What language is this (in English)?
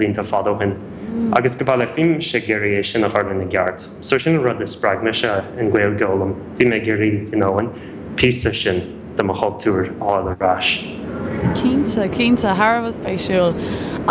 Irish